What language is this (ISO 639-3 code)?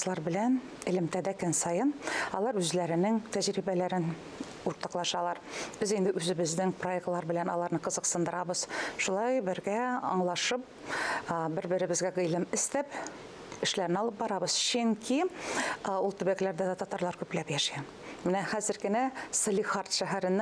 tat